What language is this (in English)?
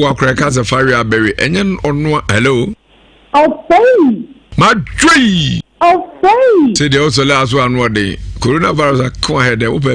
Akan